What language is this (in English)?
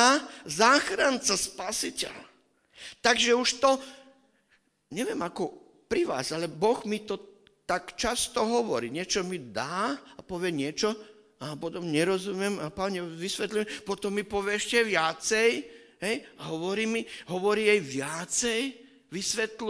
Slovak